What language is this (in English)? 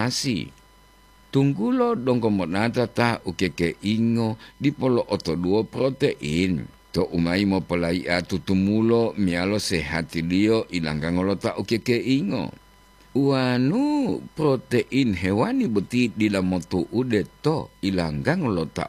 Gorontalo